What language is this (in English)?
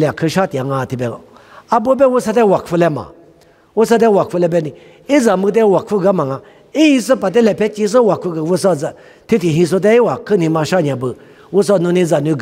Lisu